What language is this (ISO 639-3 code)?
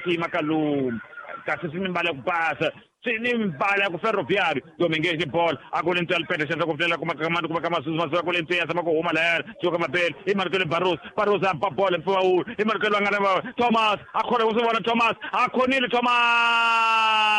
tso